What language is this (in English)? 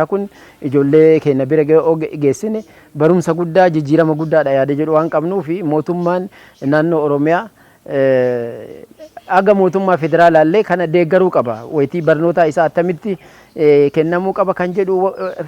Oromo